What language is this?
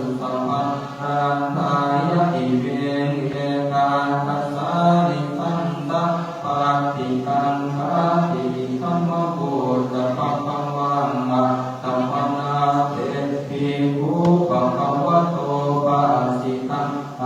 Pali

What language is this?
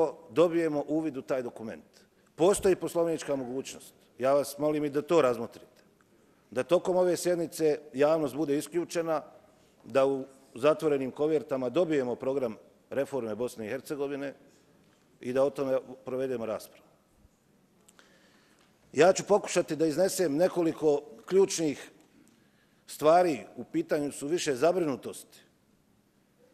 Bosnian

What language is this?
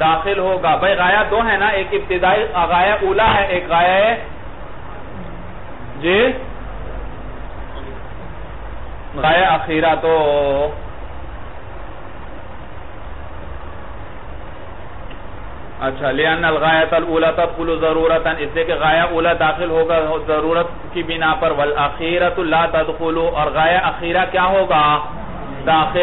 Urdu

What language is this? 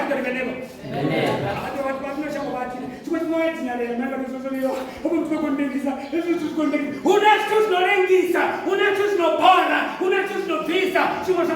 Venda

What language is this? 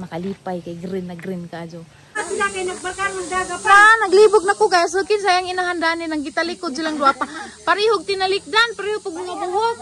Cebuano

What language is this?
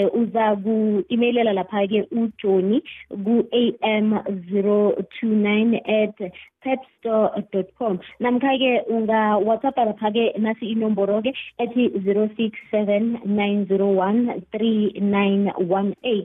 South Ndebele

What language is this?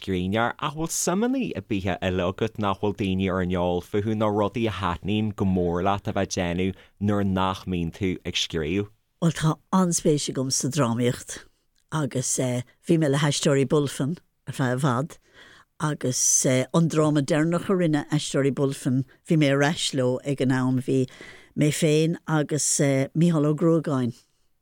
Irish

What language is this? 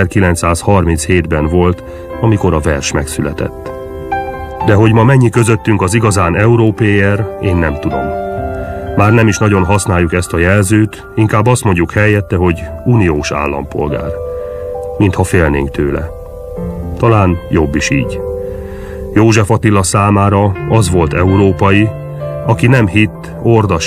Hungarian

